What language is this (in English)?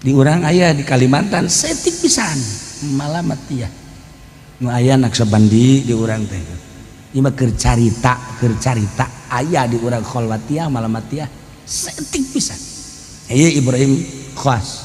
Sundanese